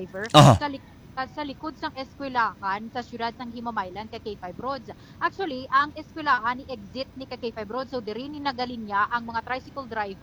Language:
Hiligaynon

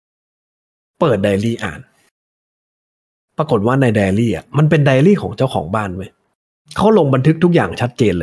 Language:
Thai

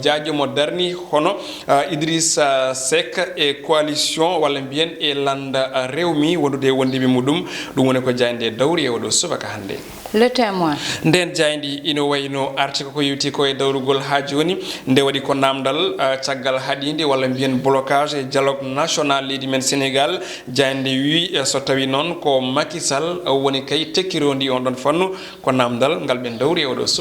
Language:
Fula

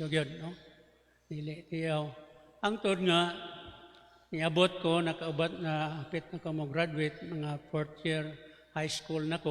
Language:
Cebuano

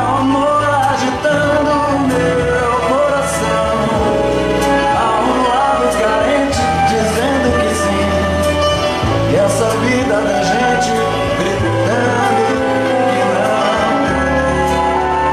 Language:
Portuguese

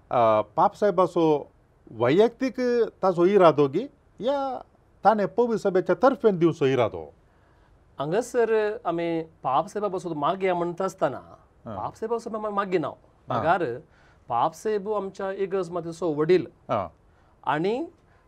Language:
Konkani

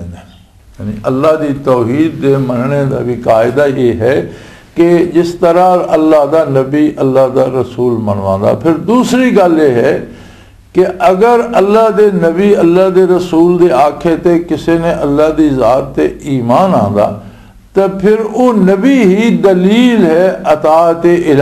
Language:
Western Panjabi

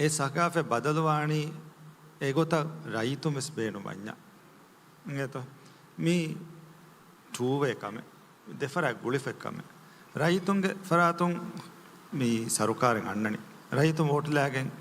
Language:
Divehi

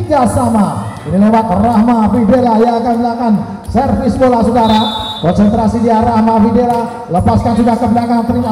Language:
Indonesian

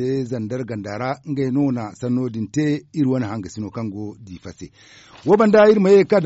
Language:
Zarma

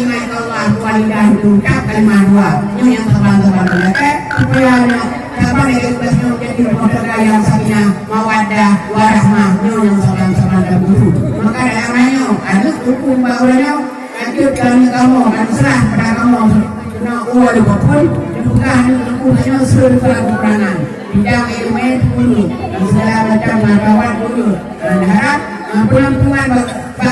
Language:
Achinese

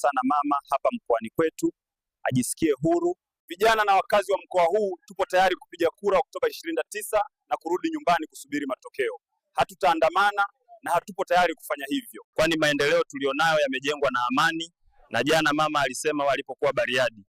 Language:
Swahili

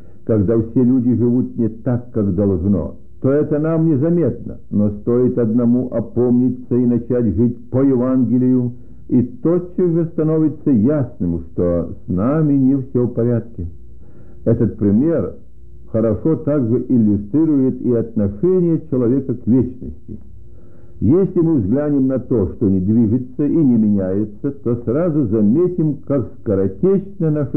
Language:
Russian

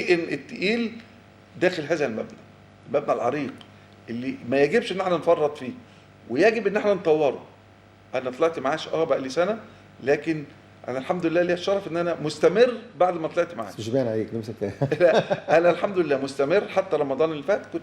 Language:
Egyptian Arabic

